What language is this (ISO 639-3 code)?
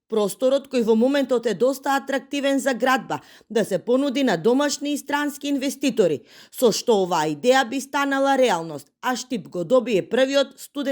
mkd